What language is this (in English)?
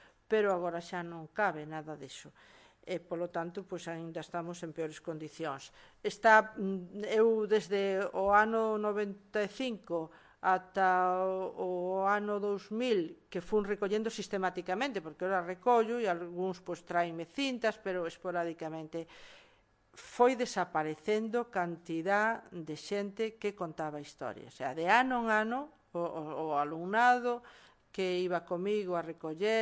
Galician